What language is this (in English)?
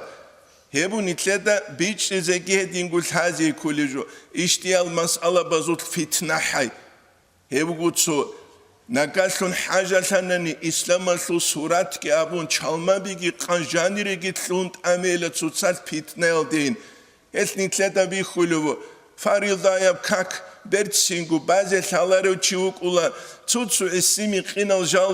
Avaric